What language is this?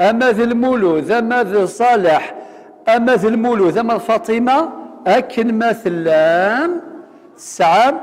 Kabyle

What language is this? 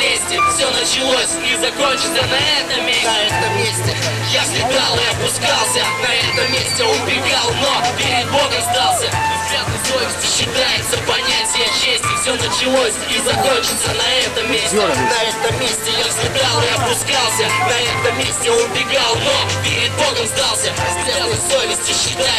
Russian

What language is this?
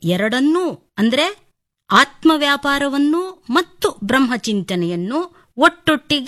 Kannada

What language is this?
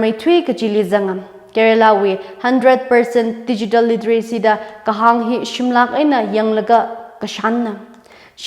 Tangkhul Naga (India)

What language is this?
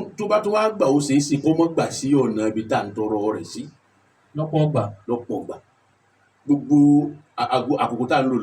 Yoruba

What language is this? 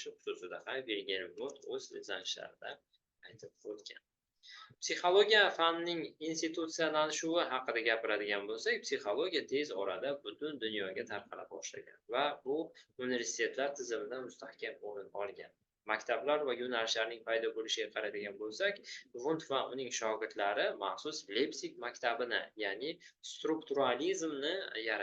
Uzbek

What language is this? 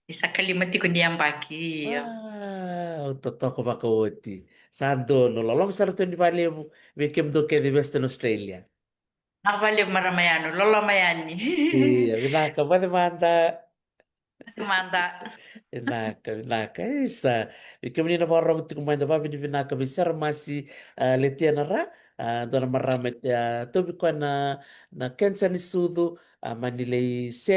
Fijian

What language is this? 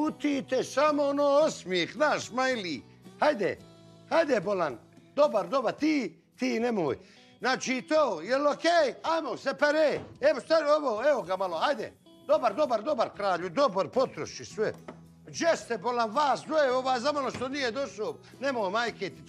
Bosnian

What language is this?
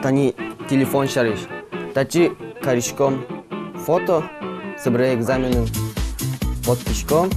Udmurt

